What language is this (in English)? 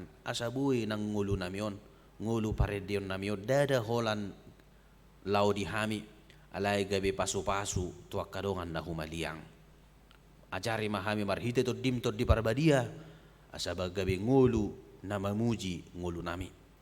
Batak Toba